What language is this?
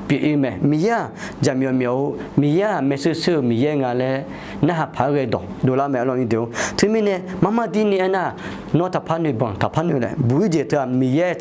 Akha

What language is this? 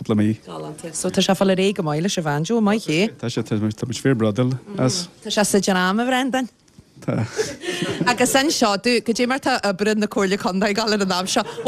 Irish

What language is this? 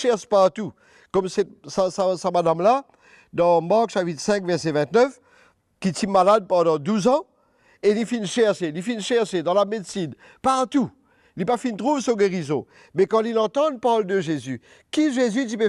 Morisyen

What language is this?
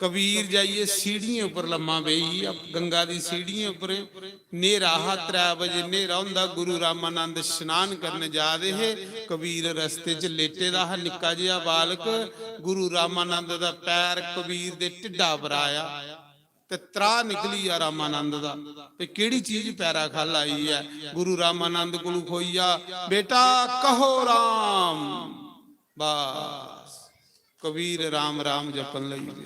Dogri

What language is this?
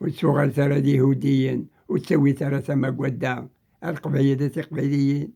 Kabyle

